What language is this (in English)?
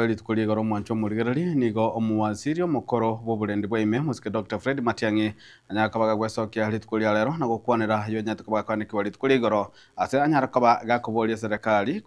Gusii